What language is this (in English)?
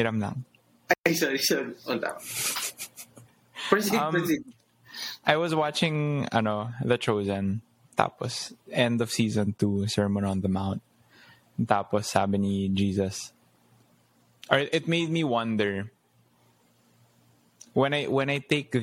Filipino